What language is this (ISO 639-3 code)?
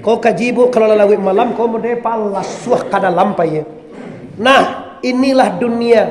min